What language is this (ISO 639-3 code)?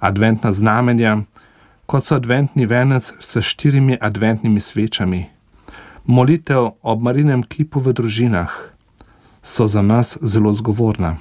slv